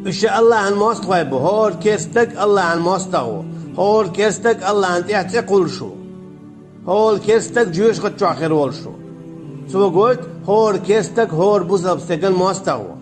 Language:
Chechen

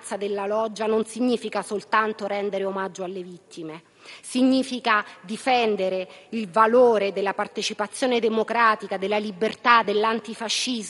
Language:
Italian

